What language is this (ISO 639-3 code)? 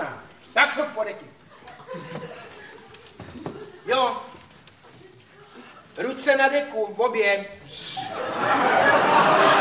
ces